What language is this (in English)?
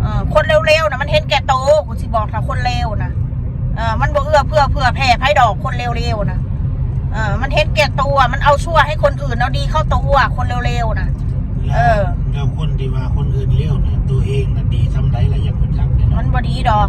Northeastern Thai